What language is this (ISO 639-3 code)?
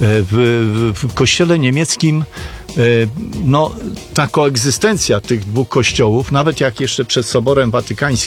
pol